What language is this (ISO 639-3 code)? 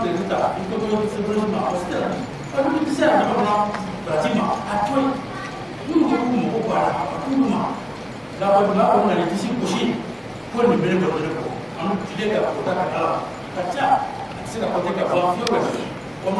bam